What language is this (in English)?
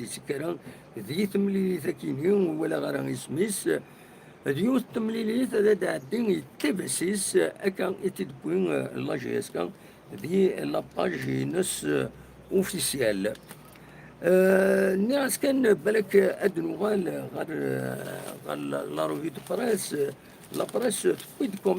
Kabyle